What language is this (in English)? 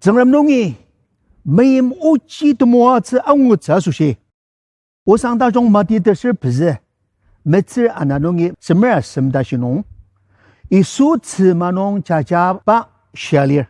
Ao Naga